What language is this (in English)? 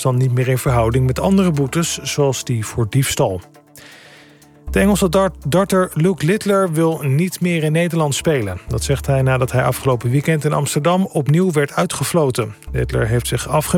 Dutch